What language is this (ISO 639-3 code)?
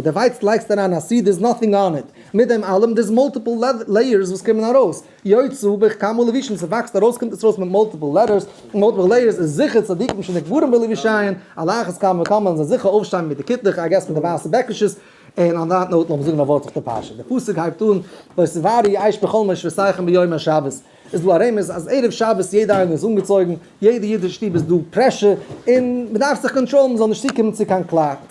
yid